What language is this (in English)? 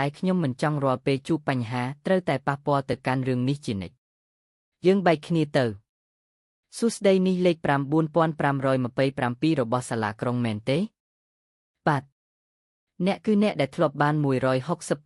Khmer